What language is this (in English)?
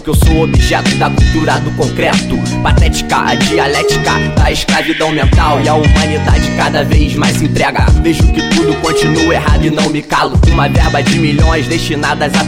Portuguese